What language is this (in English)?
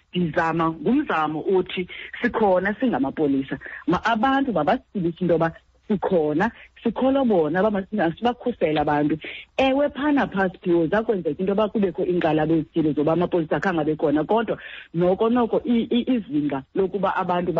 Xhosa